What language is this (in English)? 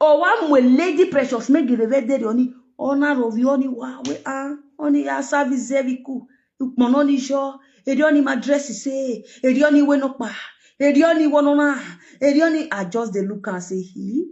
Nigerian Pidgin